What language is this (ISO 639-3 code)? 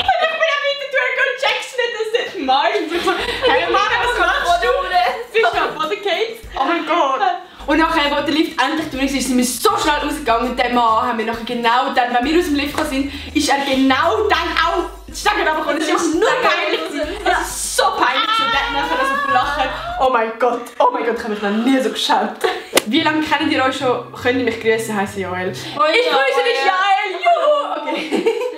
gsw